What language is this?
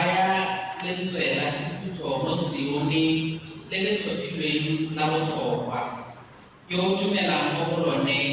Tswana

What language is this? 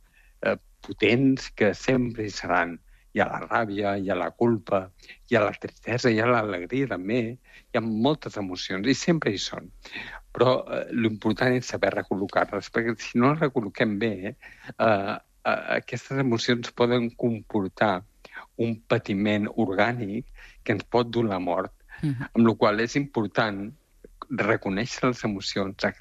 Catalan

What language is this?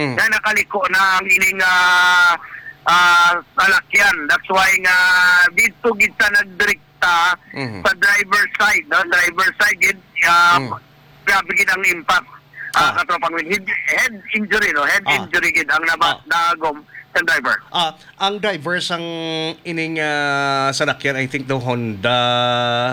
Hiligaynon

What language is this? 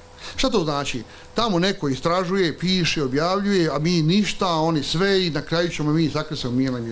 Bosnian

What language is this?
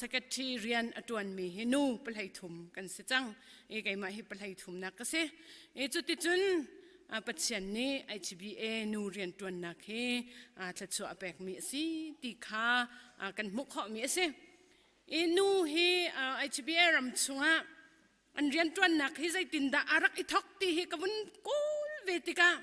Hakha Chin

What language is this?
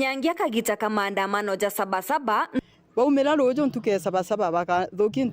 Meru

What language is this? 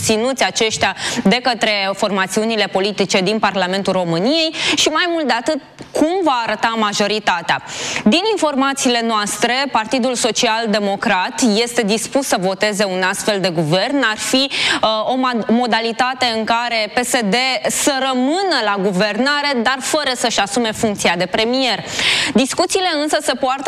Romanian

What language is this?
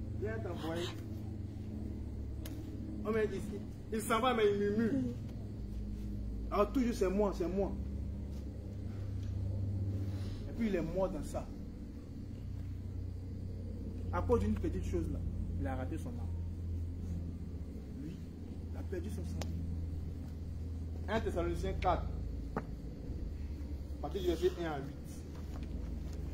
French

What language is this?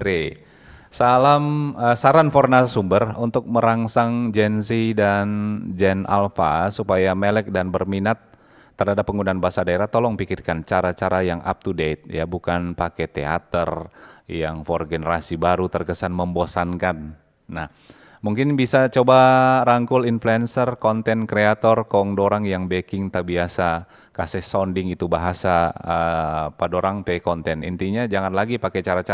Manado Malay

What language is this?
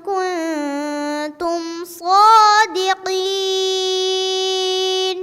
Divehi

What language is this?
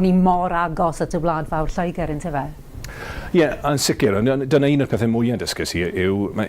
Welsh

